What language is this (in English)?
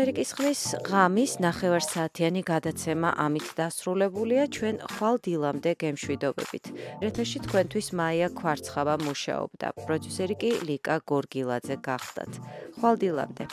Georgian